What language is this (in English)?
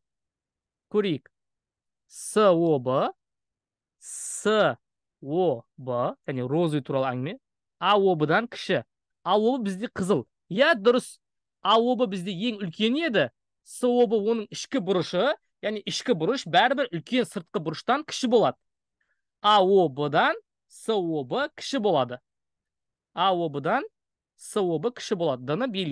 Kazakh